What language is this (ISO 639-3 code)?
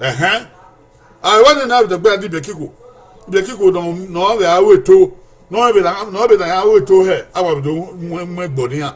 bin